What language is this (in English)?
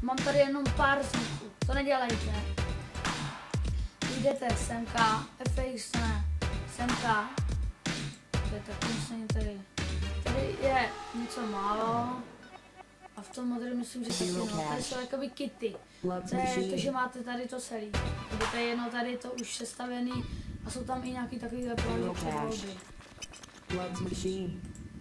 Czech